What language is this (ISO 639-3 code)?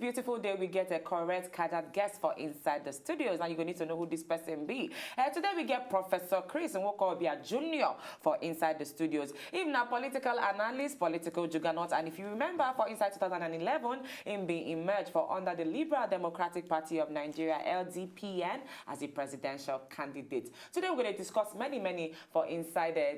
pcm